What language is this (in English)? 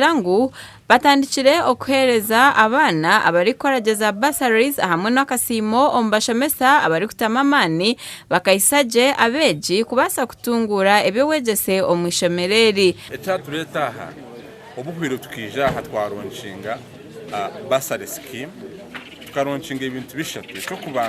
Nyankole